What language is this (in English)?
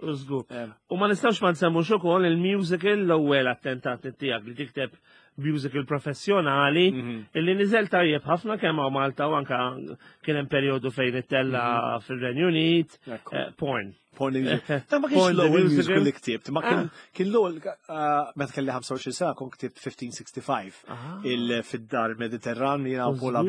Maltese